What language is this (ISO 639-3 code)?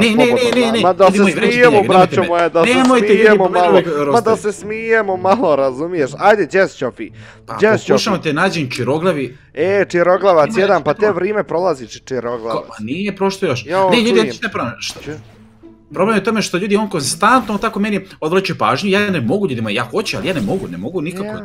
bos